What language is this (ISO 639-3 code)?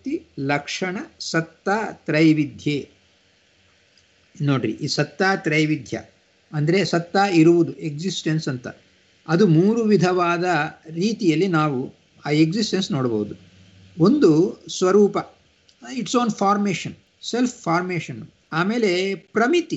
kan